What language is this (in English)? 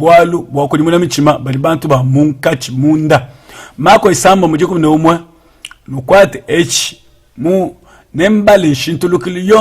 Luba-Lulua